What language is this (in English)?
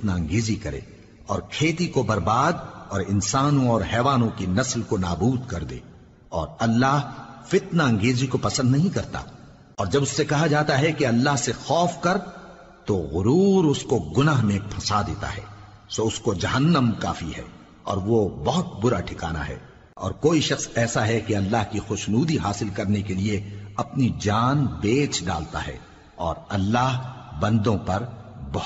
Urdu